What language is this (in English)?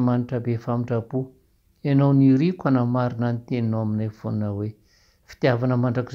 Malagasy